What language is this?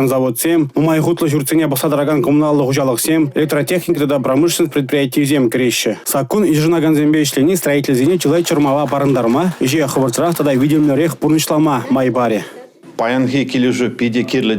Chuvash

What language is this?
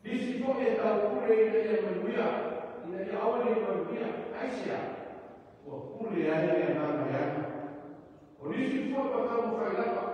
Samoan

